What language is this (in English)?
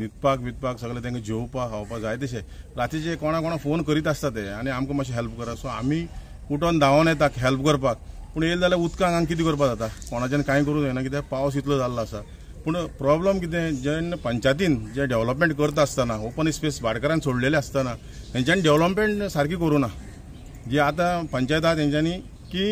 Konkani